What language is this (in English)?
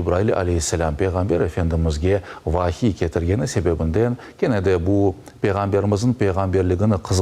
Crimean Tatar